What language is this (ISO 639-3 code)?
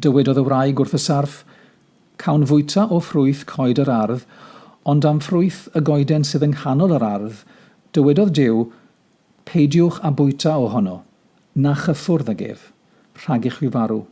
cym